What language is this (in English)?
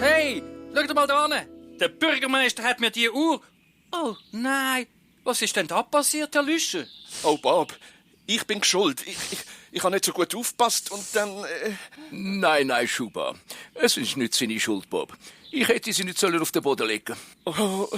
Swiss German